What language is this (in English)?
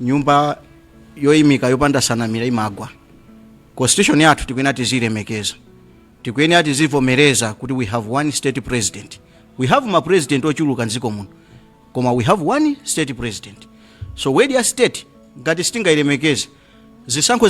Nyanja